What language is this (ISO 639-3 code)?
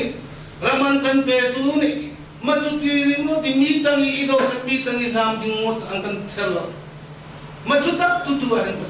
cnh